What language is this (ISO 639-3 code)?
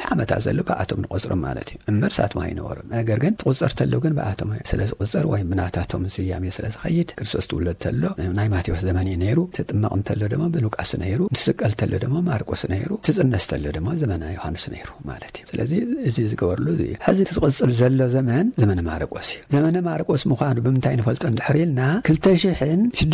tir